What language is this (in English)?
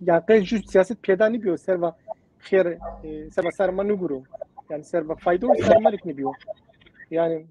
Zaza